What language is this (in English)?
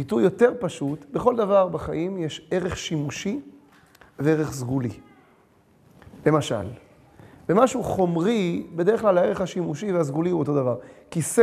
Hebrew